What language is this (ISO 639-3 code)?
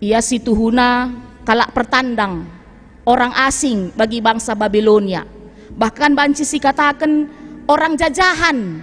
btx